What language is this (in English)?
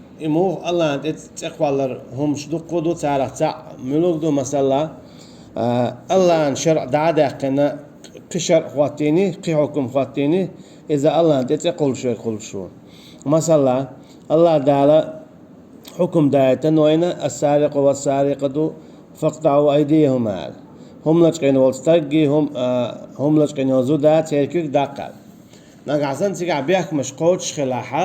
Chechen